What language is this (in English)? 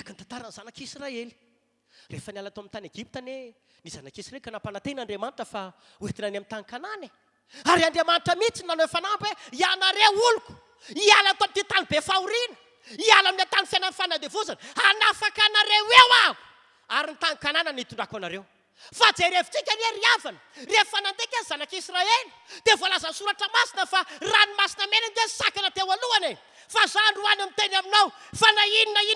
Malagasy